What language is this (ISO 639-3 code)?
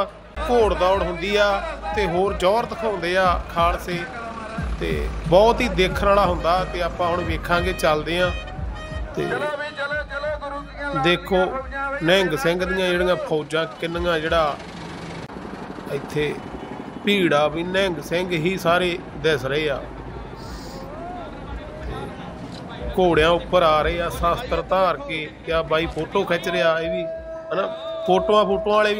pan